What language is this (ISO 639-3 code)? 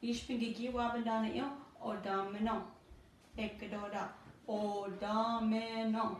ciw